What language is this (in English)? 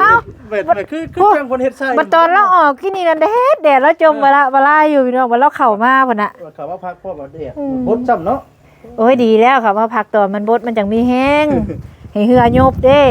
Northeastern Thai